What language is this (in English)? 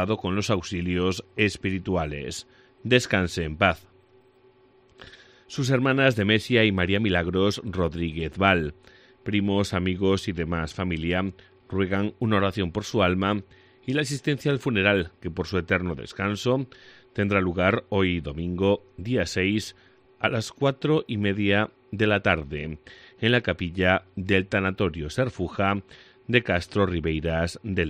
Spanish